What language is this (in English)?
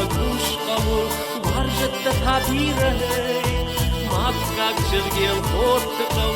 Ossetic